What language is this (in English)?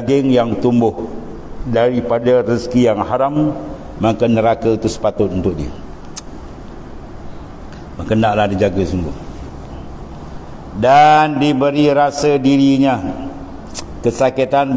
Malay